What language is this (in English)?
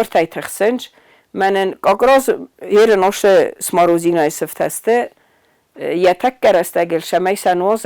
Ossetic